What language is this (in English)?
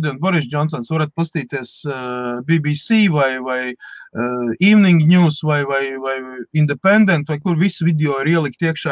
Latvian